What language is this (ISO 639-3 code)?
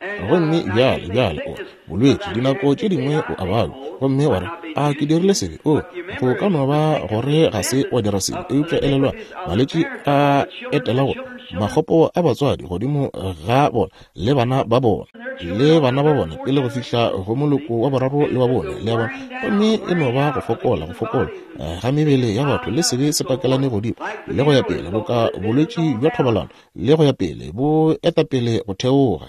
nso